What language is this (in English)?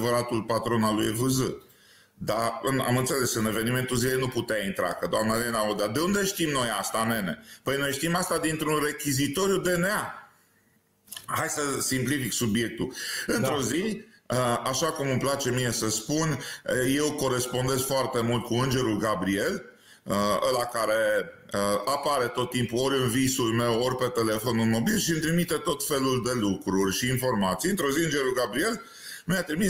Romanian